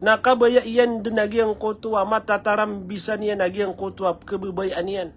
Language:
Maranao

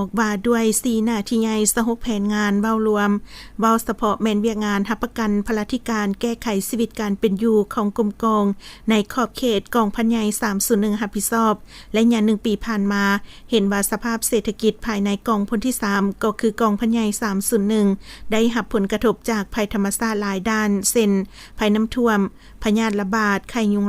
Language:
Lao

